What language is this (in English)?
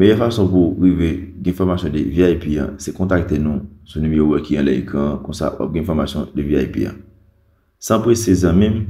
Haitian Creole